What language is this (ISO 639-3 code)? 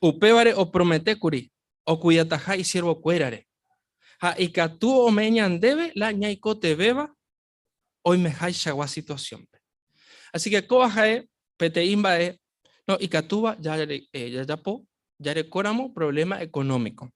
grn